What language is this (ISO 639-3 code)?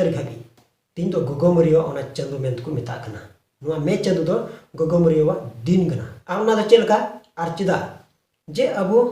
sat